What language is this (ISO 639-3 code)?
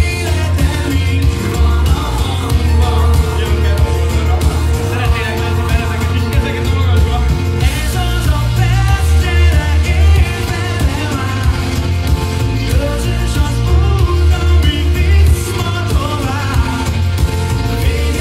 hun